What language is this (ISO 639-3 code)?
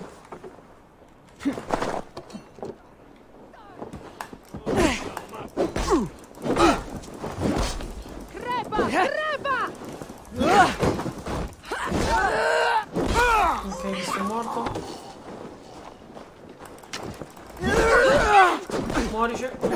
ita